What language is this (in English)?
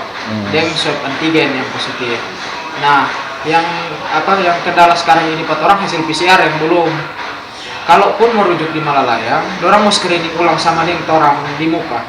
Manado Malay